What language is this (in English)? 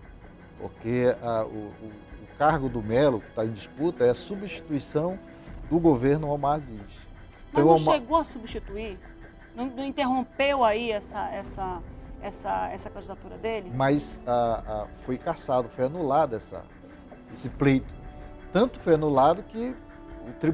Portuguese